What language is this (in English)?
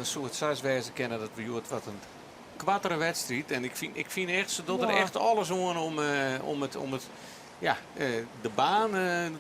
Western Frisian